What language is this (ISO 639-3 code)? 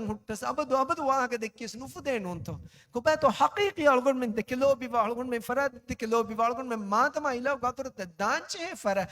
div